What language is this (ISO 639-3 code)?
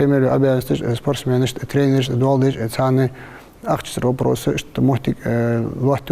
inh